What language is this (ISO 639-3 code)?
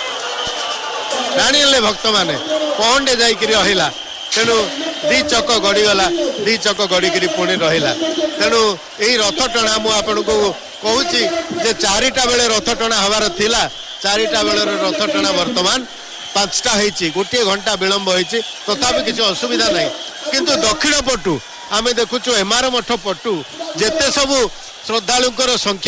ori